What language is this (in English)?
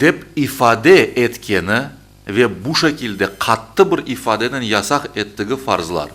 Crimean Tatar